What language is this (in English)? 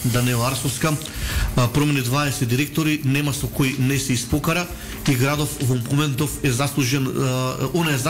Macedonian